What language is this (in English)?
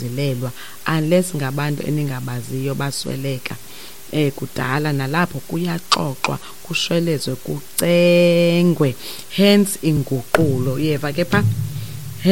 Xhosa